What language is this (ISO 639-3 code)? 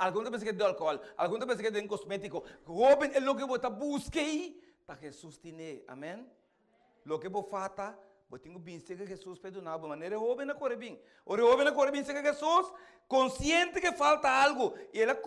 pap